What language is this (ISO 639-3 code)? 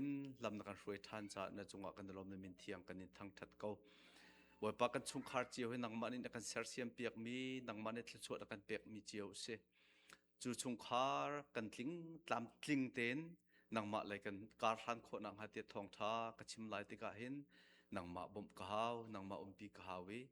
cnh